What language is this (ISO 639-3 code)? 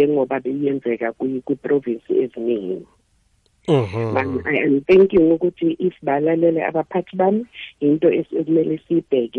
nbl